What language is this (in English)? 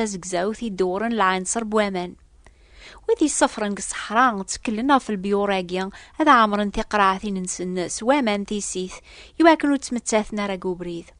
Kabyle